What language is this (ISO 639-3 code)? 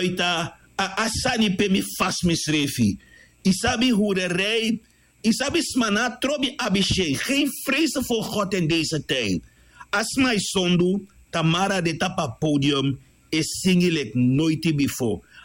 srn